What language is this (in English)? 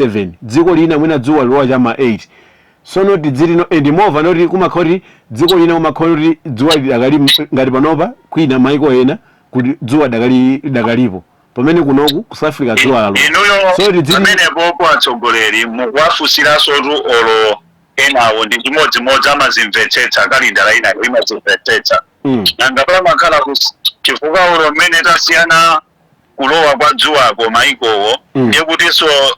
Nyanja